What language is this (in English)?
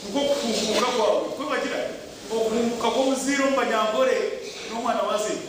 Nyankole